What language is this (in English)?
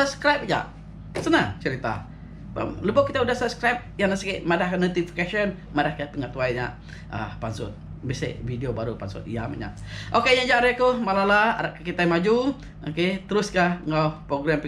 Iban